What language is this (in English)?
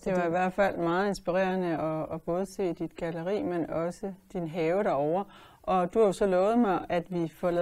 Danish